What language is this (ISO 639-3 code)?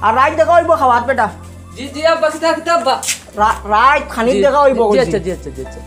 syl